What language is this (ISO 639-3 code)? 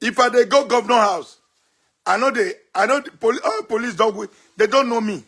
pcm